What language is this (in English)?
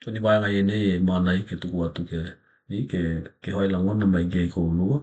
Tokelau